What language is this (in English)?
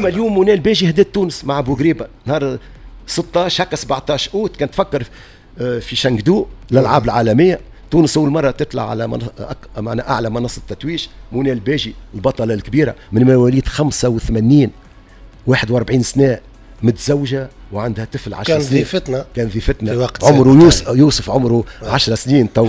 Tunisian Arabic